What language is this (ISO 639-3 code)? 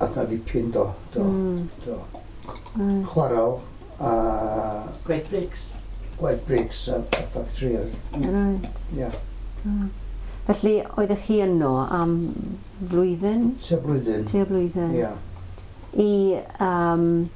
cym